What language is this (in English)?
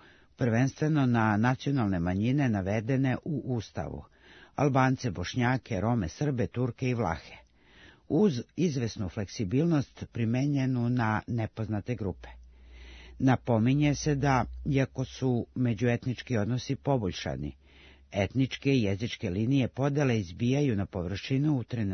Serbian